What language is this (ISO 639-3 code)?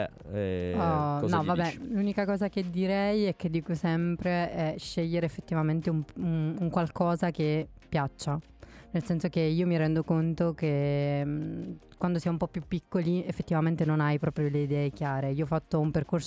ita